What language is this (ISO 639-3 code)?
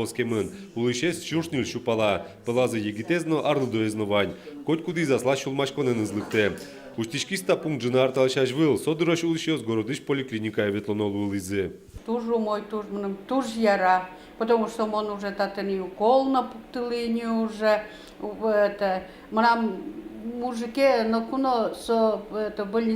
udm